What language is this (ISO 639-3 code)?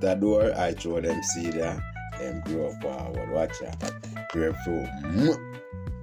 jam